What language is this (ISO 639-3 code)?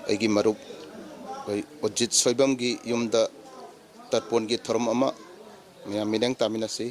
mni